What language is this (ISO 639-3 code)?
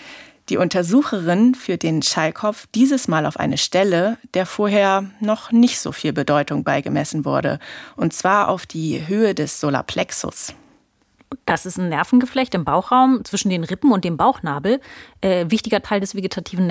deu